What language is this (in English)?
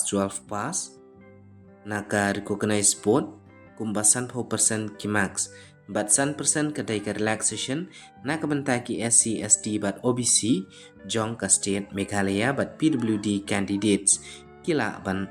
Khasi